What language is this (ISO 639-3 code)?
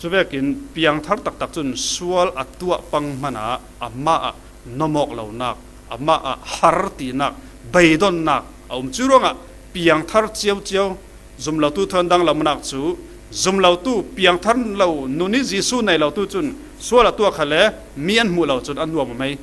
cfm